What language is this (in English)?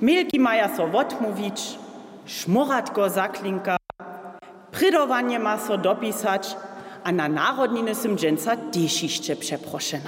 Upper Sorbian